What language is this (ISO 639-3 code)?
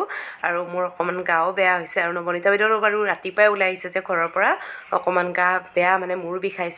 asm